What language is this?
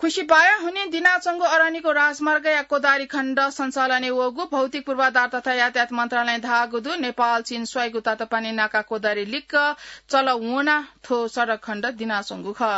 Newari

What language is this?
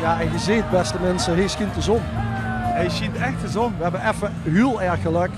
Limburgish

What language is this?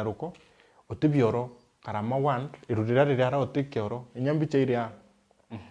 Meru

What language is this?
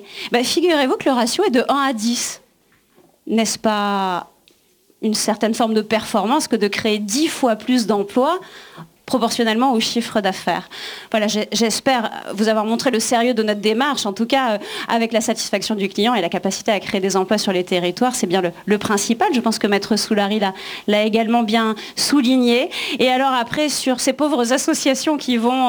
French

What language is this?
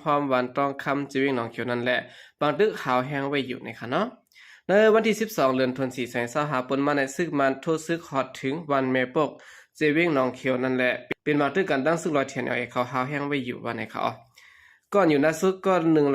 Shan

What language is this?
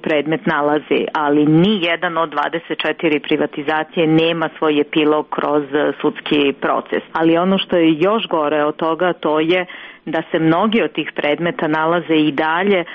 Serbian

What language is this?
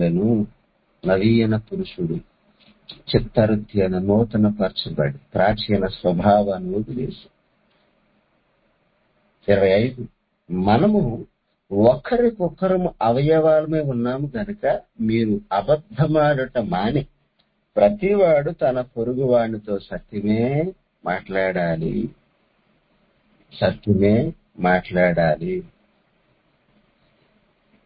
Telugu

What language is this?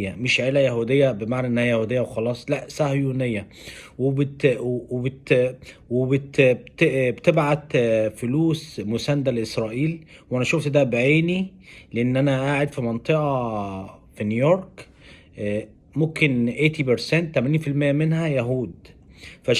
Egyptian Arabic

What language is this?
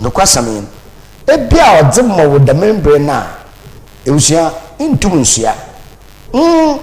Akan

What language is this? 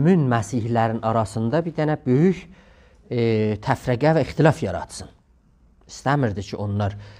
South Azerbaijani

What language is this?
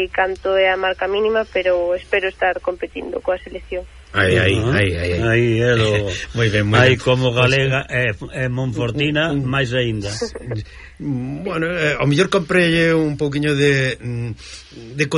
Galician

